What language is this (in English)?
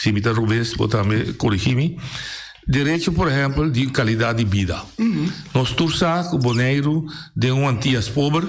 Papiamento